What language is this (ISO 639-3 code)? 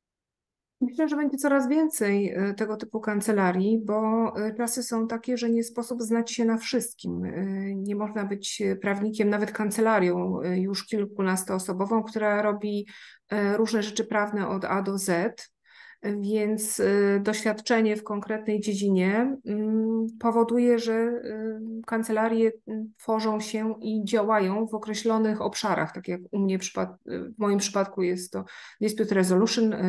pol